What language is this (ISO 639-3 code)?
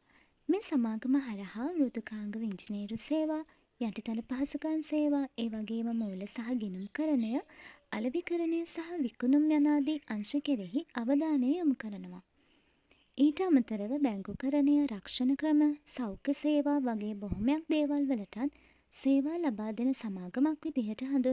sin